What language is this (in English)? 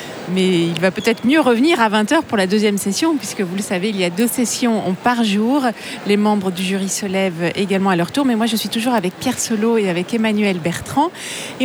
French